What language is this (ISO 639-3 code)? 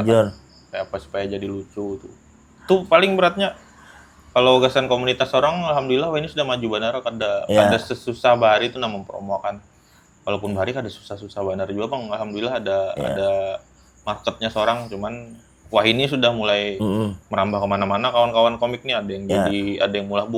bjn